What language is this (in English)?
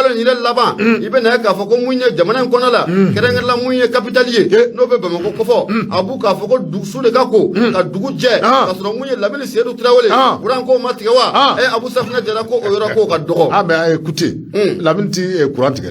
Bambara